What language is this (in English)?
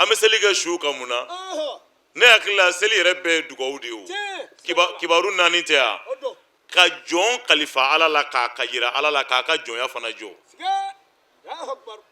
Bambara